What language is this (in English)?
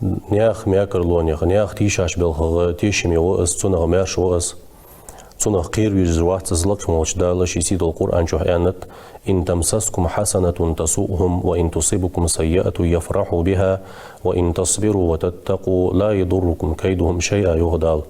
Ingush